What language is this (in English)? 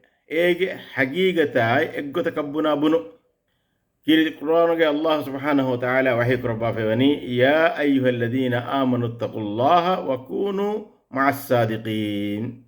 Divehi